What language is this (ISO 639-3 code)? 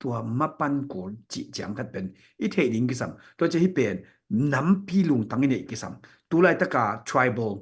ctd